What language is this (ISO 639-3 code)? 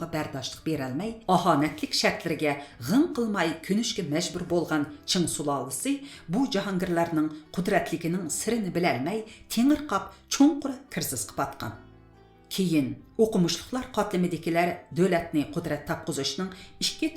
uig